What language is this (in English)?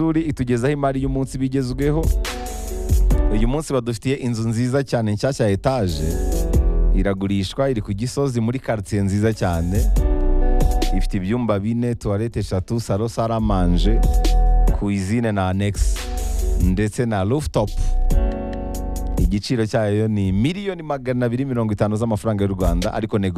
Kinyarwanda